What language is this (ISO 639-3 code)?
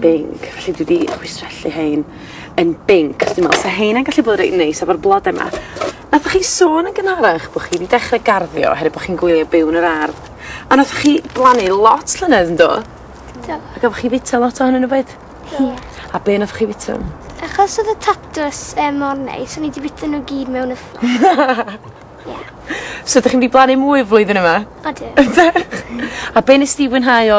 cym